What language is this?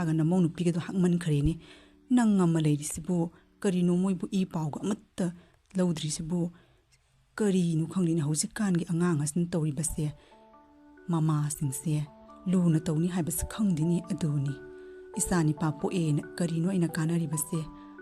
Manipuri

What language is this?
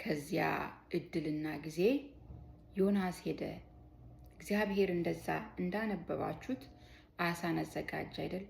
Amharic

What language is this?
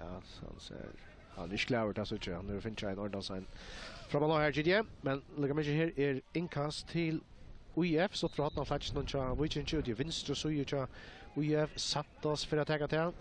Faroese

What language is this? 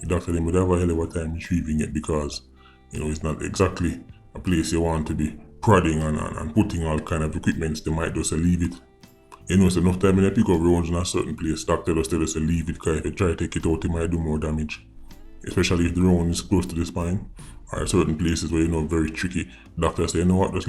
Jamaican Creole English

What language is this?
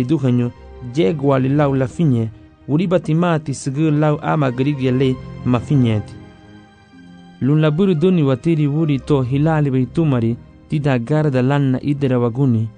Garifuna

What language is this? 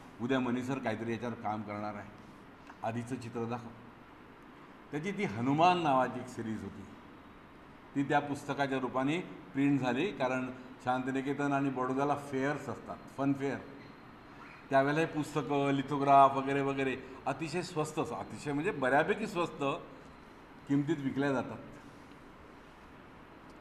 Marathi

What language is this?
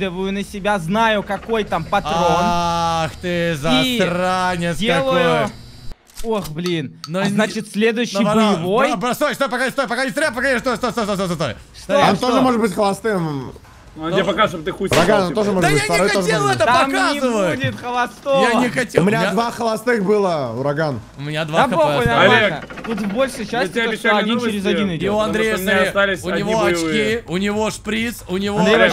Russian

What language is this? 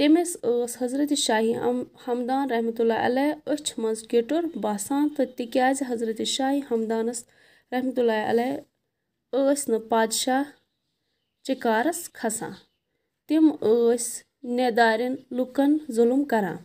Kashmiri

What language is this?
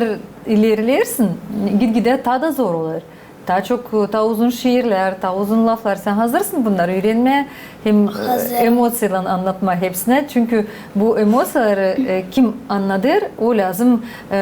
Gagauz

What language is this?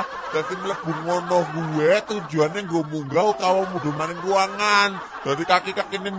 Javanese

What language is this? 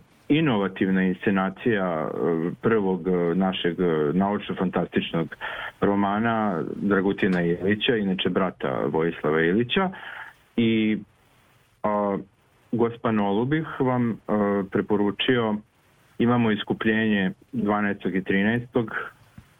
Serbian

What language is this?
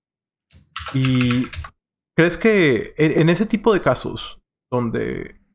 Spanish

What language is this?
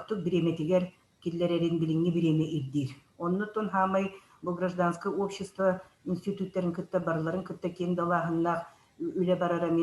Yakut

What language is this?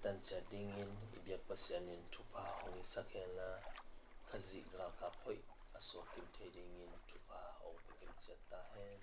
Tedim Chin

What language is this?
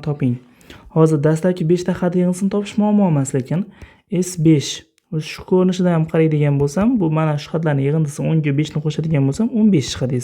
Uzbek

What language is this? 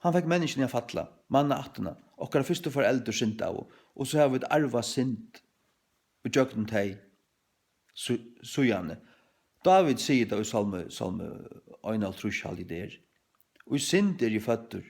Faroese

